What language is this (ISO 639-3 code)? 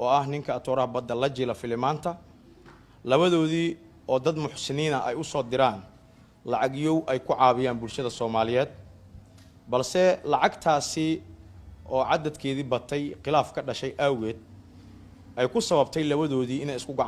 som